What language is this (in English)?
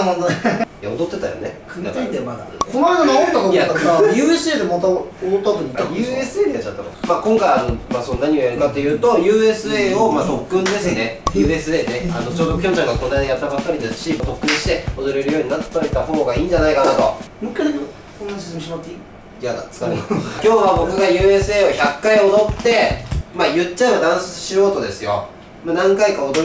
Japanese